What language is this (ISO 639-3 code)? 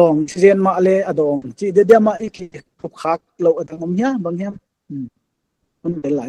pck